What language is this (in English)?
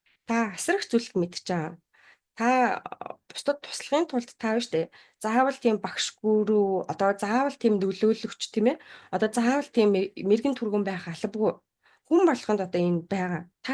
Mongolian